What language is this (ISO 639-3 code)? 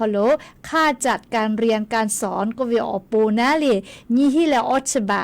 lhu